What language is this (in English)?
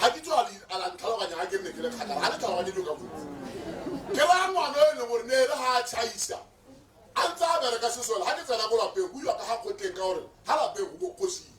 Tswana